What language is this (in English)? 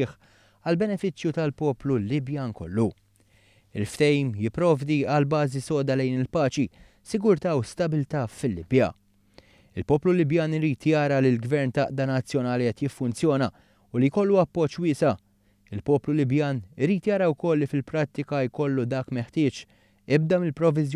Maltese